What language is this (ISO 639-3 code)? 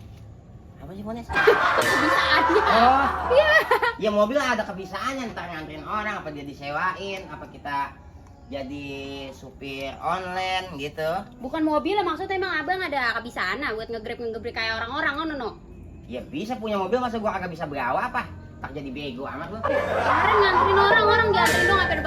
bew